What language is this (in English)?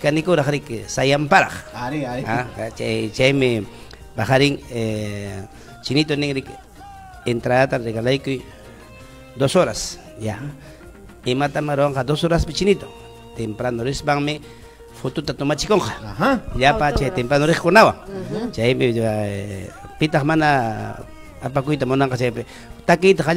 Ayacucho Quechua